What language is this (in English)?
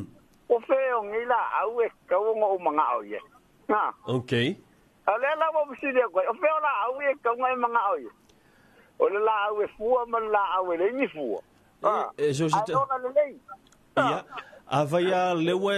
Samoan